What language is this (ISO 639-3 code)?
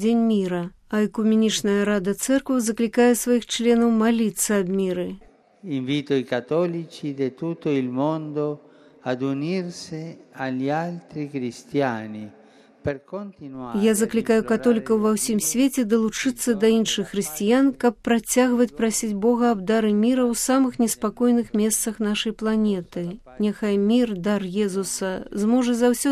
bel